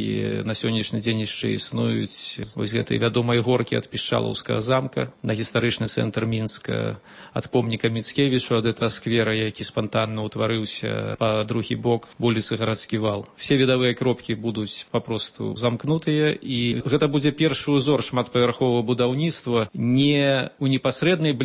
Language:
Belarusian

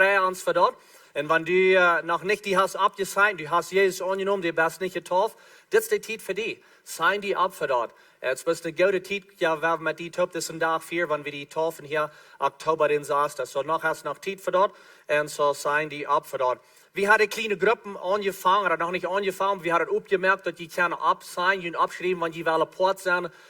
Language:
Plautdietsch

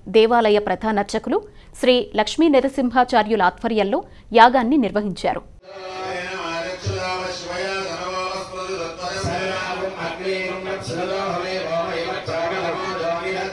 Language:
Telugu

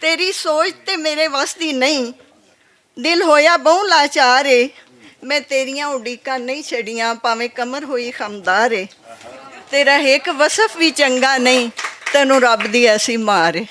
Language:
Western Panjabi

